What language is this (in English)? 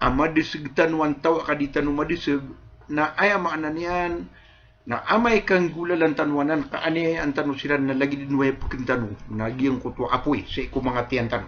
Maranao